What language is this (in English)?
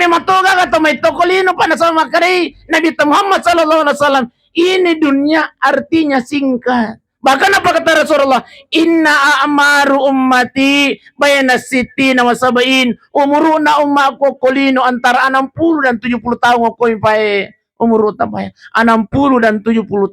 Buginese